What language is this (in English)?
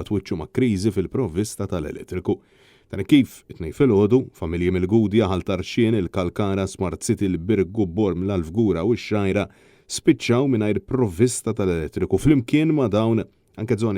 Maltese